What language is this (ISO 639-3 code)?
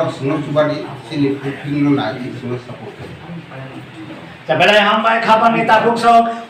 trp